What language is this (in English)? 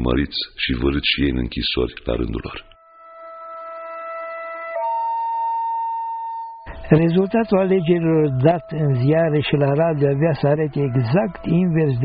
Romanian